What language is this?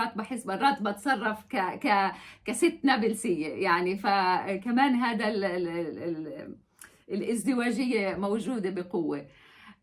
North Levantine Arabic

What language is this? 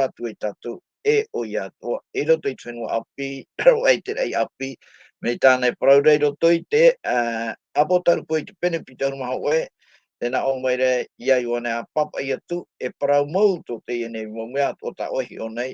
Tahitian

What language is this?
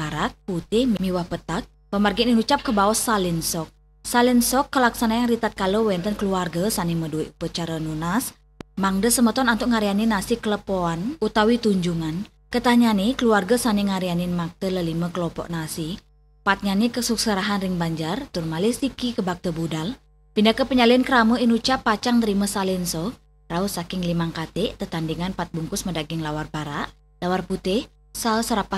Balinese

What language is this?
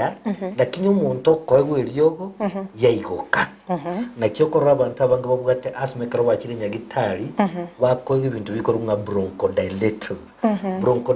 Gusii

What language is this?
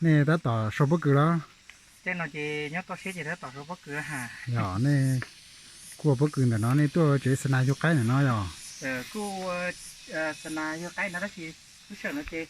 Hmong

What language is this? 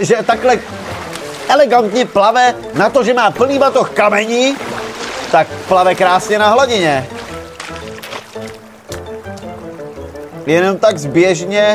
Czech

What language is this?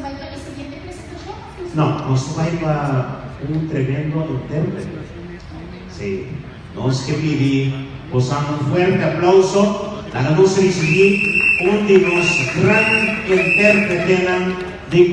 Papiamento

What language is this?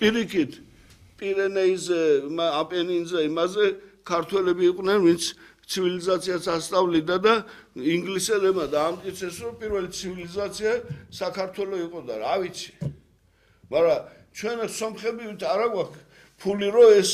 Georgian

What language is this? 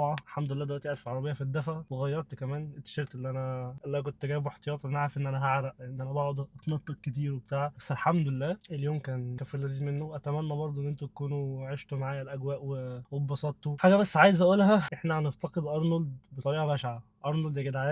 Egyptian Arabic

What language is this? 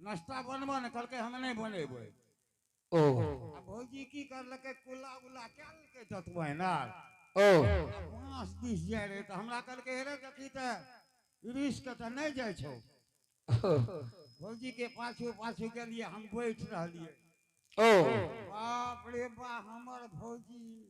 Angika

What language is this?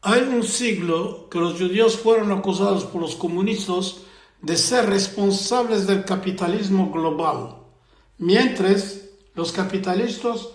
Ladino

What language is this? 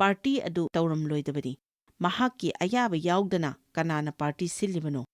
Manipuri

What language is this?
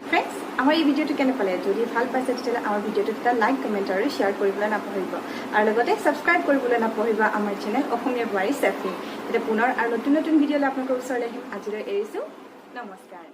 Assamese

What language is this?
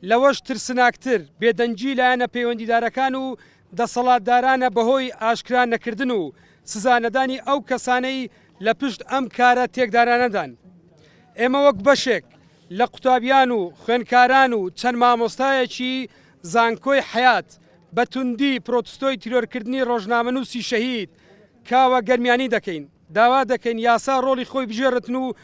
Central Kurdish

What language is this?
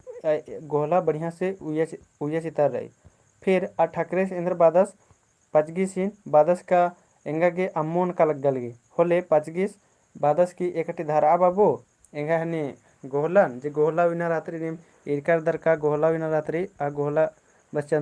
Kurukh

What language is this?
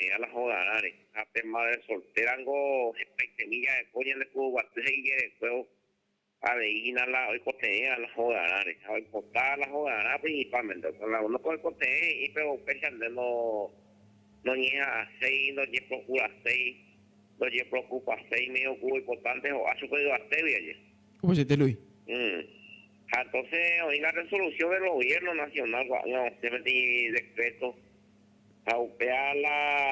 Guarani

